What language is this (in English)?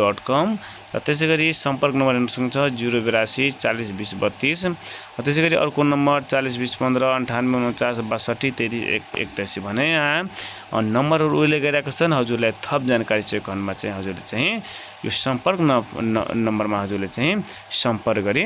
Nepali